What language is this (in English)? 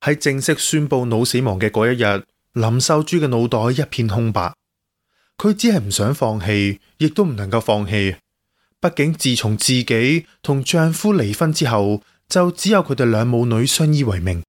Cantonese